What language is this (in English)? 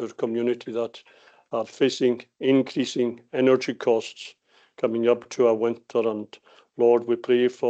Scottish Gaelic